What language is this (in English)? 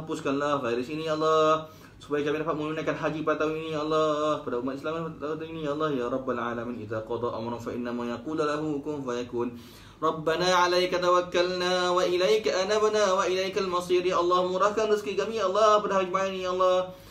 Malay